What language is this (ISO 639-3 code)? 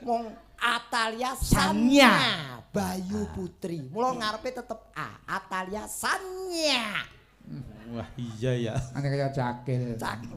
jav